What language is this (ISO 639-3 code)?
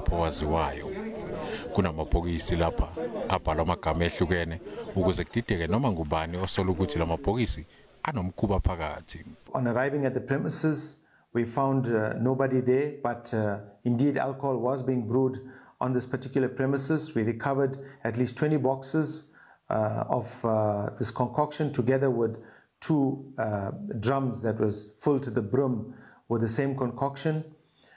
zul